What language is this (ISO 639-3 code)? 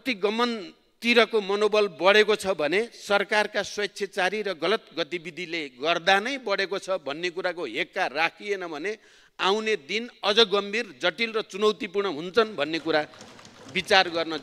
nep